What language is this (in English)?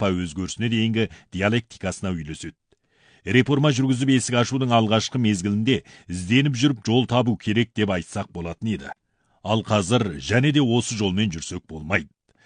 Kazakh